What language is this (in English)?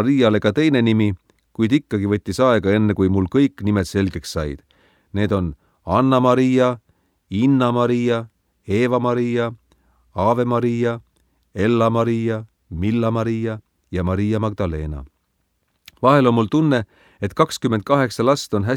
Estonian